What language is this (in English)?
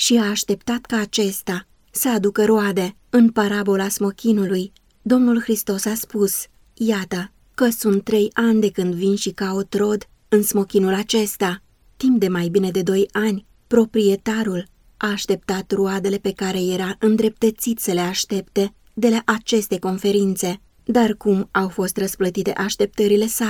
Romanian